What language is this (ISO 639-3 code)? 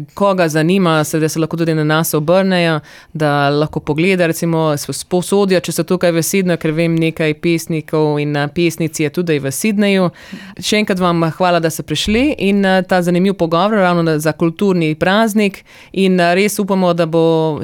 slv